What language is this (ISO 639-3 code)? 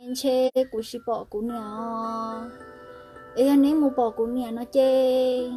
hmn